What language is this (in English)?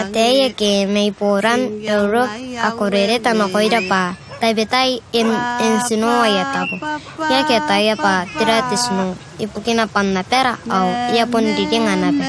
Gilbertese